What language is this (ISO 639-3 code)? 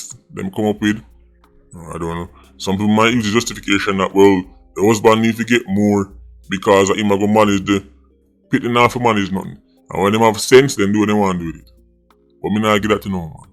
jam